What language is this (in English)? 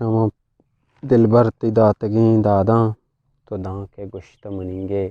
Eastern Balochi